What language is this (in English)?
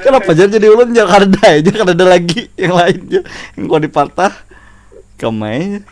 Banjar